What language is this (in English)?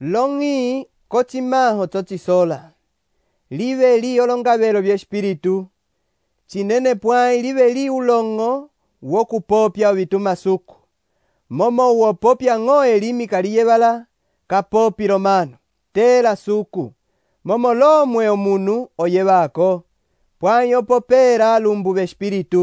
Umbundu